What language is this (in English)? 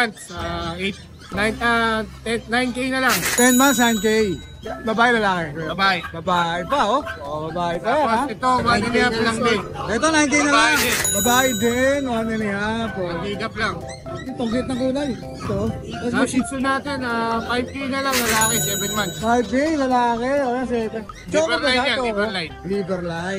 Filipino